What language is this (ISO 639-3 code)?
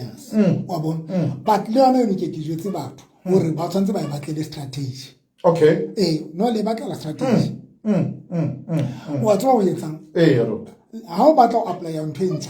sot